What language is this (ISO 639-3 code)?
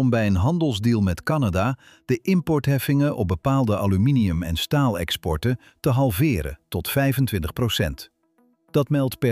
nld